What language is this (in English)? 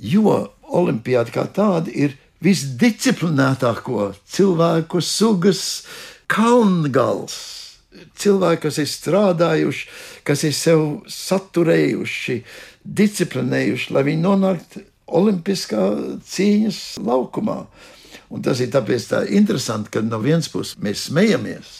Latvian